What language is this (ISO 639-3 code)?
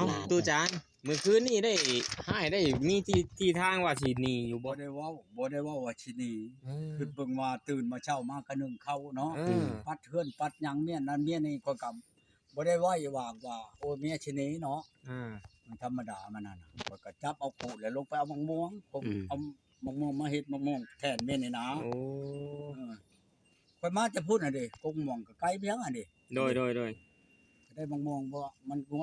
tts